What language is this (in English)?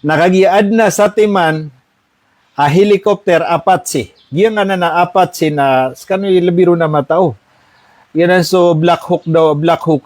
Maranao